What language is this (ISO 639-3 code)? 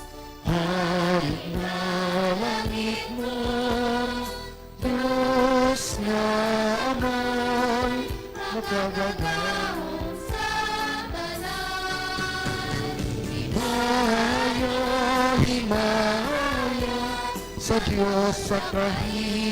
hil